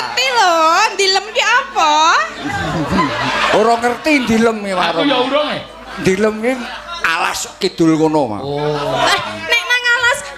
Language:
Javanese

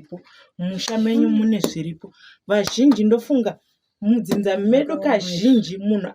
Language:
Shona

